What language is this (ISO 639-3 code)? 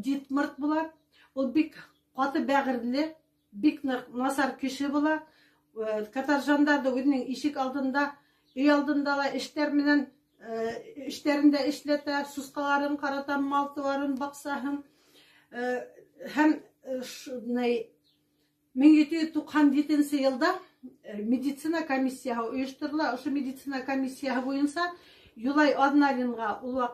bak